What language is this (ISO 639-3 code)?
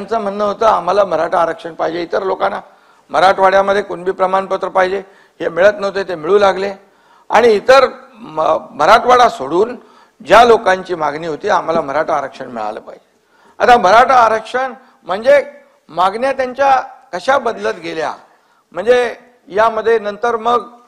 mar